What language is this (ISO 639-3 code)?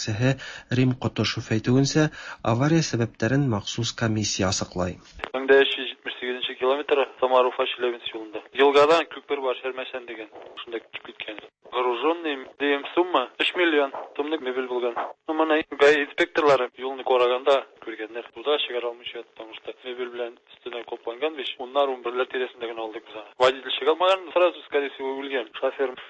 tat